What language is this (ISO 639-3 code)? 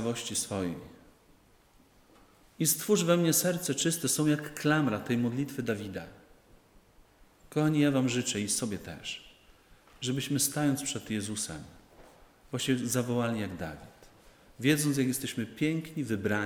pol